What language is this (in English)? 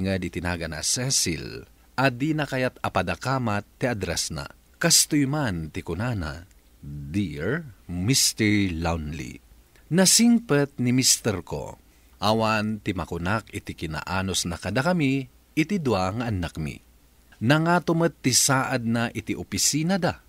Iloko